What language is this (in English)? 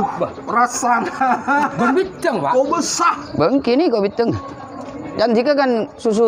Madurese